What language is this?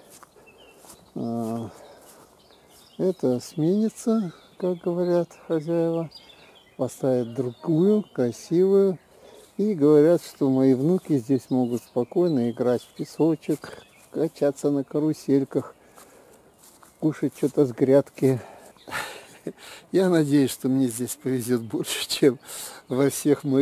Russian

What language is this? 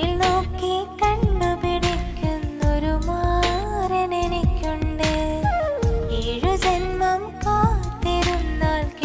Malayalam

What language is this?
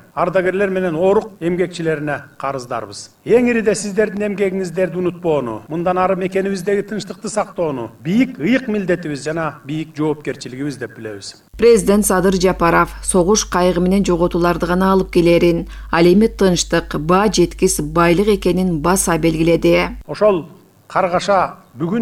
Kyrgyz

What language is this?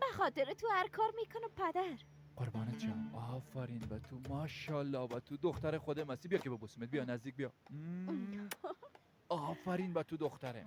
Persian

